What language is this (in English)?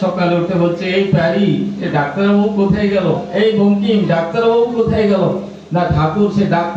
Bangla